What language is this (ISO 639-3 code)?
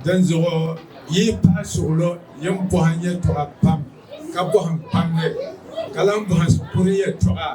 dag